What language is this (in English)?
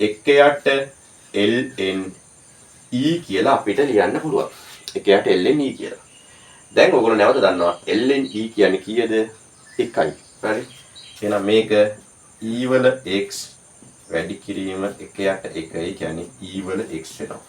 Sinhala